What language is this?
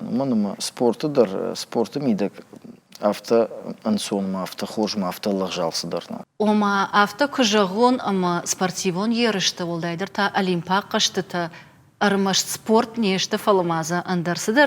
Ossetic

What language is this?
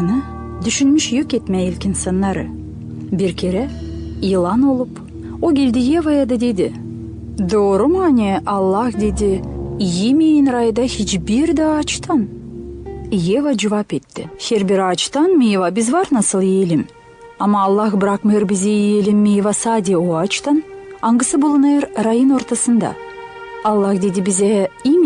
Gagauz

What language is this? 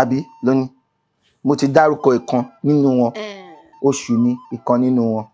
Yoruba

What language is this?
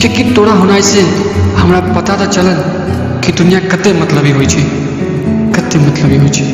Maithili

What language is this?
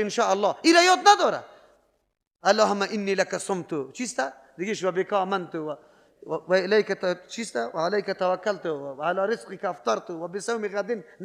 Persian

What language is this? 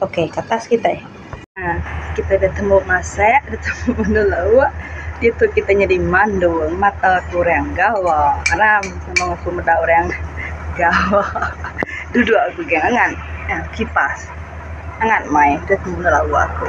Iban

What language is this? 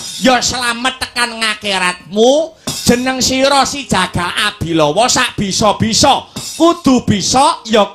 Javanese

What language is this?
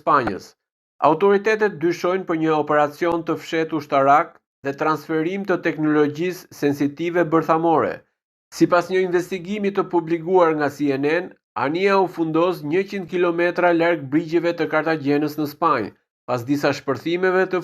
Albanian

